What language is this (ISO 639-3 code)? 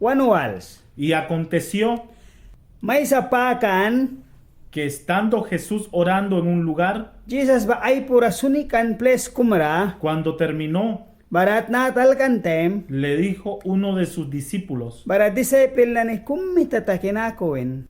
miq